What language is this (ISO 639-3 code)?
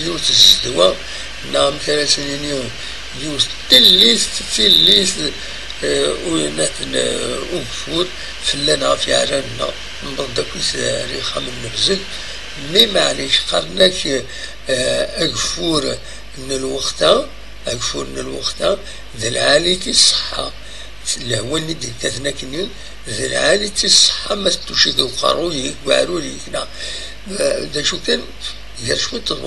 kab